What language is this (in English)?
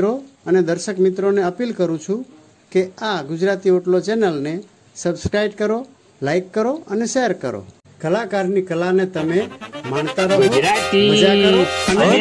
Gujarati